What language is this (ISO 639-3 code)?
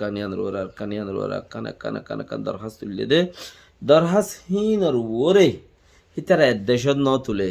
rhg